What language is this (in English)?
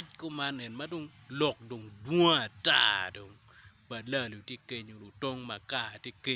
Acoli